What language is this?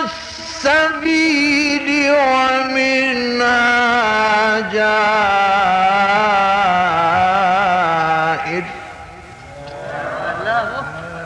Arabic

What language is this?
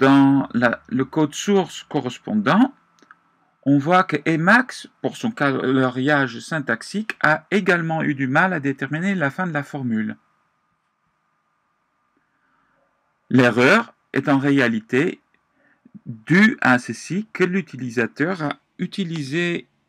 French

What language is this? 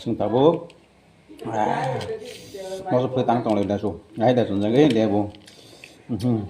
Kok Borok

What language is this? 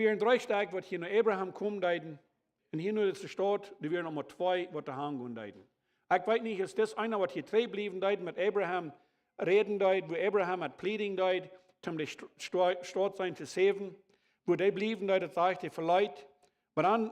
Plautdietsch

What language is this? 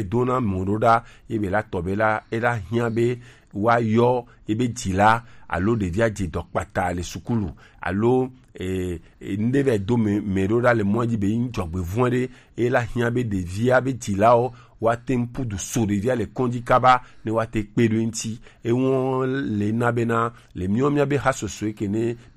Gen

